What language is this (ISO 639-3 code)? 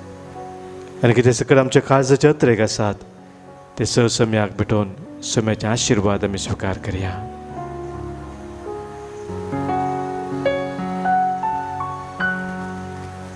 kok